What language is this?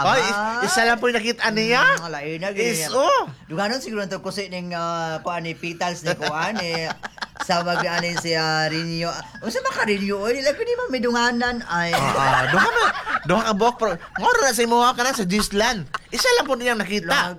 Cebuano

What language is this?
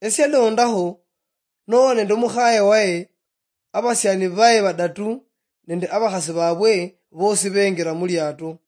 Luyia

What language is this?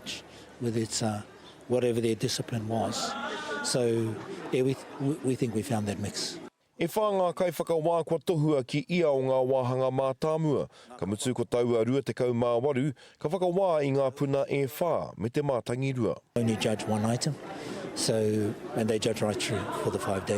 Māori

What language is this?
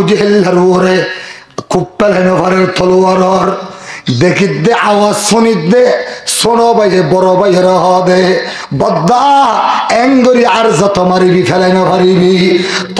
Rohingya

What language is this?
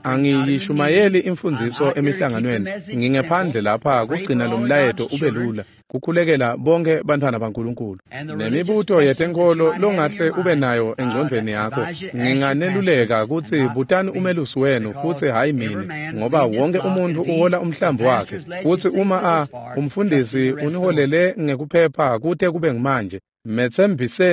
Swati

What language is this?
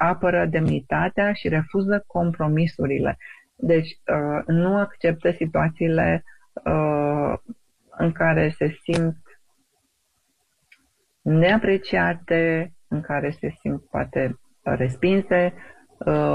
Romanian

